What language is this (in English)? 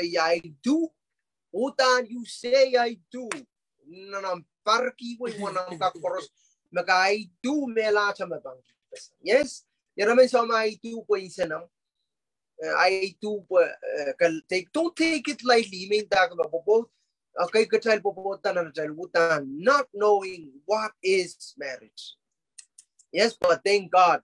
Pohnpeian